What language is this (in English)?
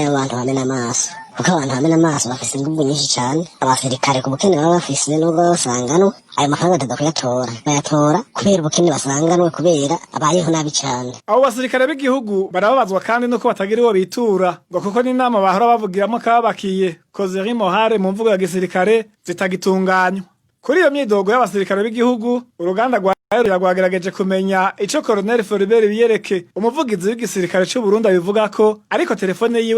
Rundi